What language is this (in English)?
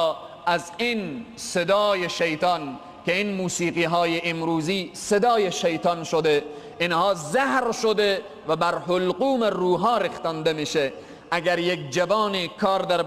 Persian